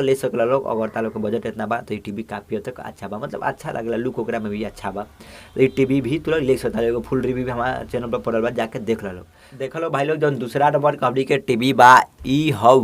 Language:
Bhojpuri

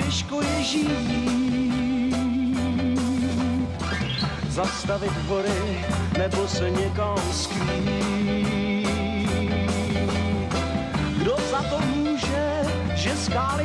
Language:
Czech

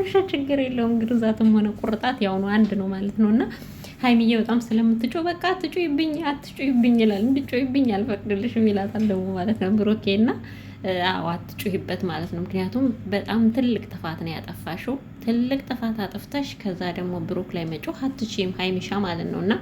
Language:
Amharic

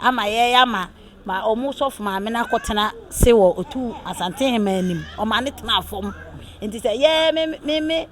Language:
Akan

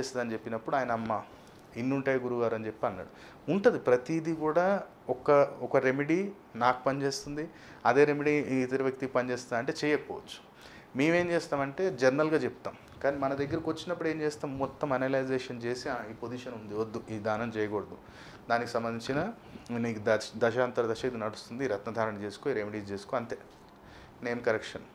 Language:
Telugu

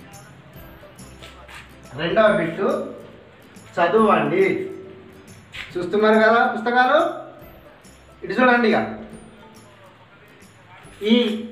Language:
Telugu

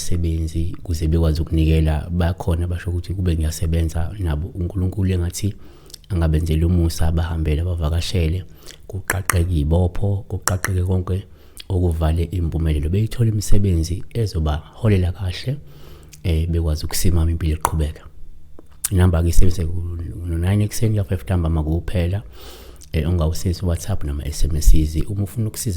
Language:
Zulu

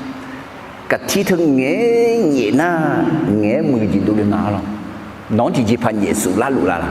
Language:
Akha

